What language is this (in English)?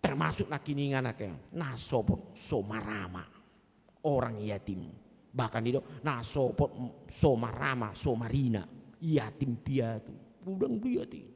Batak Toba